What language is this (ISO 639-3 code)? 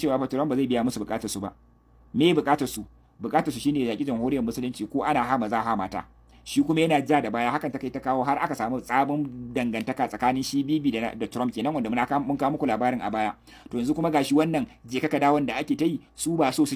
hau